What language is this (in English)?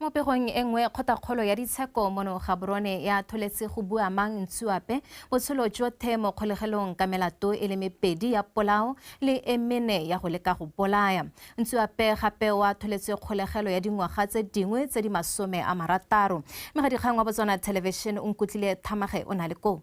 Tswana